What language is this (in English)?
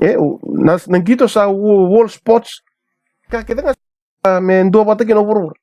Fijian